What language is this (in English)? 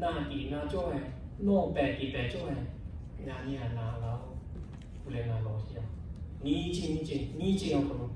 Lahu